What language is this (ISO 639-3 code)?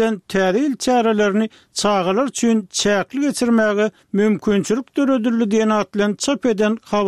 tuk